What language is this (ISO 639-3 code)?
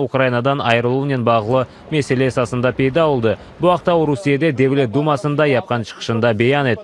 crh